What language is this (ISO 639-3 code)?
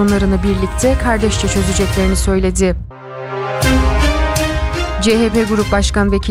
tur